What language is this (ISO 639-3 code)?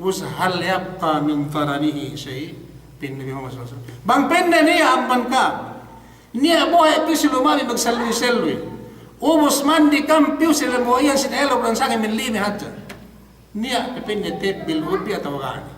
yka